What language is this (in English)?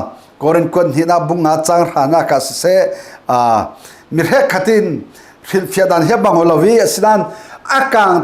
Falam Chin